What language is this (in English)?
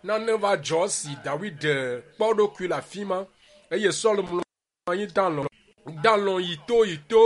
Ewe